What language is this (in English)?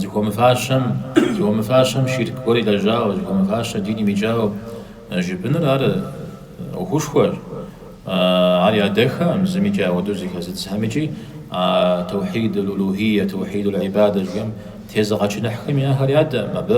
Kabardian